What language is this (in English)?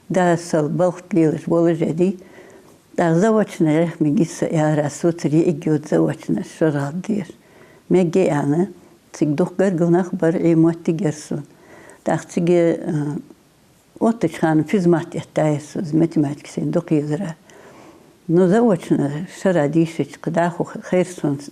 Ingush